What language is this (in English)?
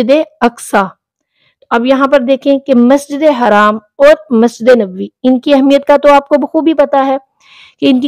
Urdu